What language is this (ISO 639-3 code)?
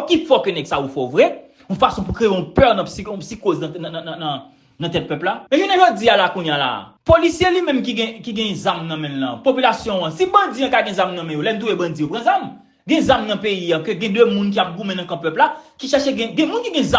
hat